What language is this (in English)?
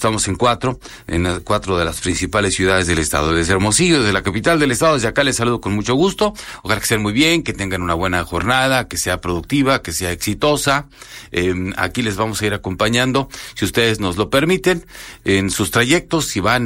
Spanish